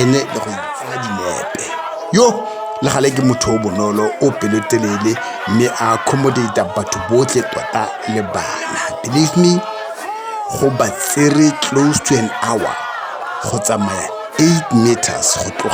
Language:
Tswana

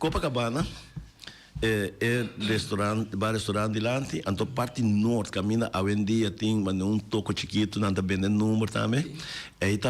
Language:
Papiamento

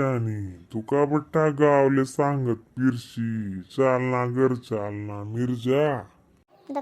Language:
Khandesi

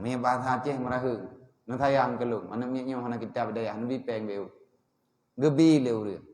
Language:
Achinese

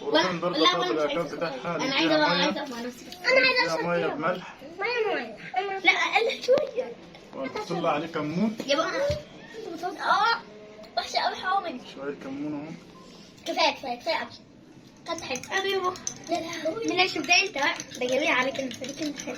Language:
Egyptian Arabic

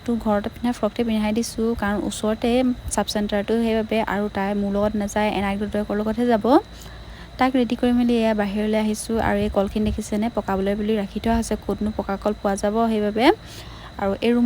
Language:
Assamese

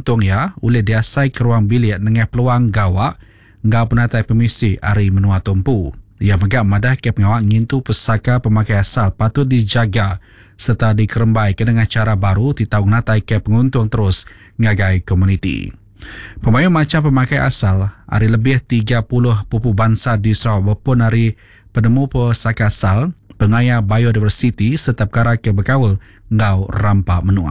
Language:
Iban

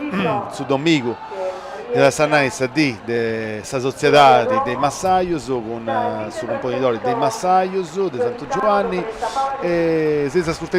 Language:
Sardinian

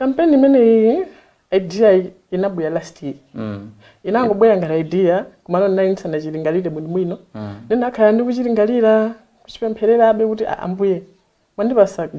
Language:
Nyanja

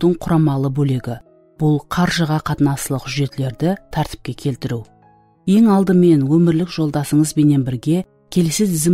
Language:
Kara-Kalpak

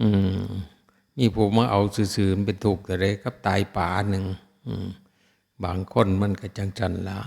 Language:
Northeastern Thai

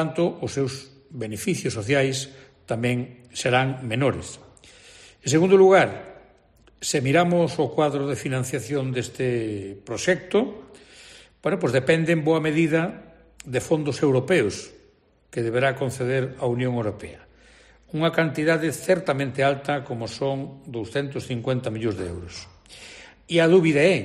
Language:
Galician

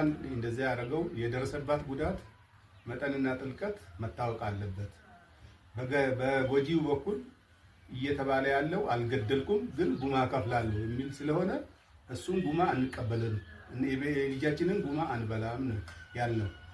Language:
Amharic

